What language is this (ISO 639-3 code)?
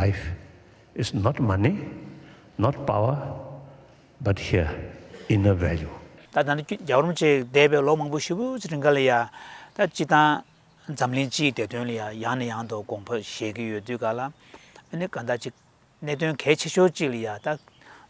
bod